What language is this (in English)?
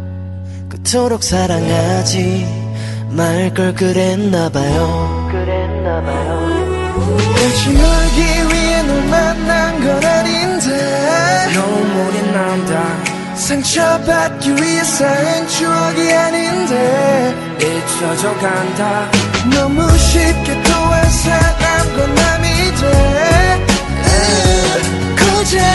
Korean